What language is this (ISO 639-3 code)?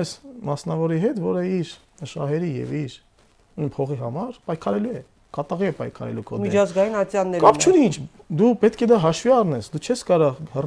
hye